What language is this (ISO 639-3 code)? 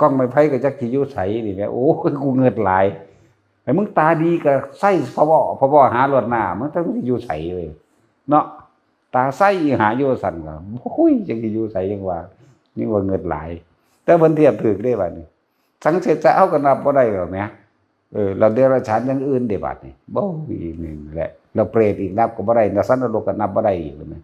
tts